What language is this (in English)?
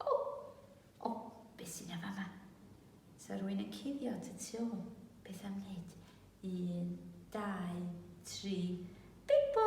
Welsh